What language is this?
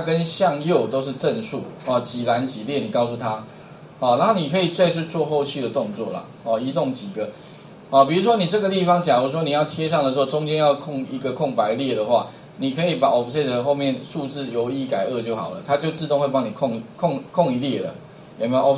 Chinese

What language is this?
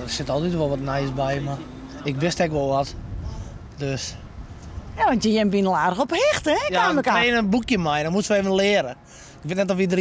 Western Frisian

